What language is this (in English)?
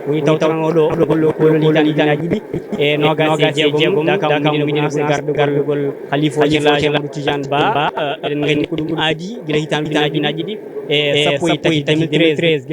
Fula